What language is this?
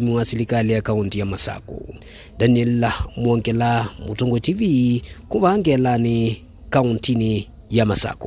Kamba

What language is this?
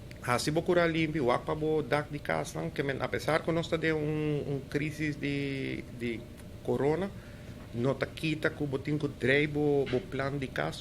Papiamento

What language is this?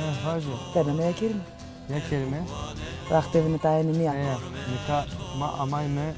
Zaza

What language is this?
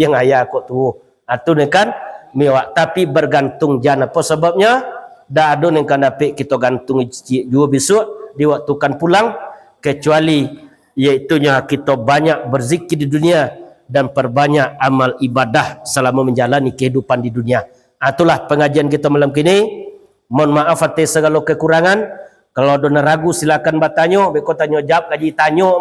Minangkabau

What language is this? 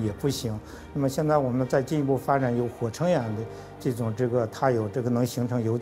Chinese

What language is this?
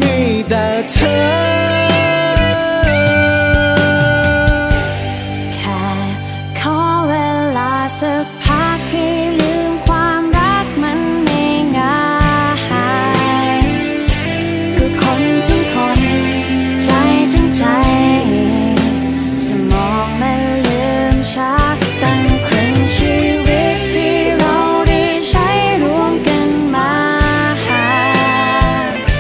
Thai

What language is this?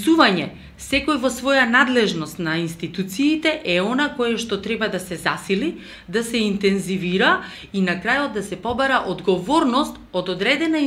Macedonian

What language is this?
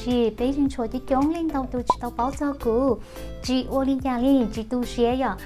Hmong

